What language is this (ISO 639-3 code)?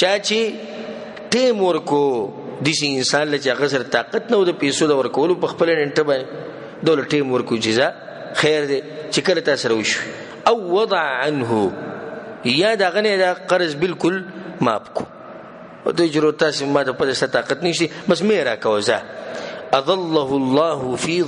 pus